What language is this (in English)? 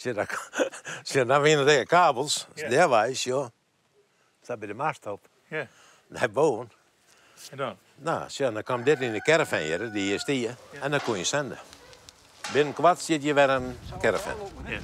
Western Frisian